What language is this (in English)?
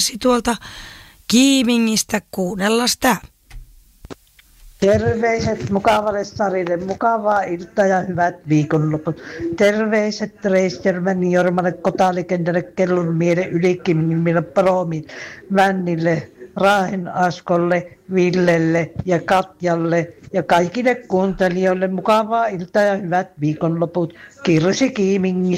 Finnish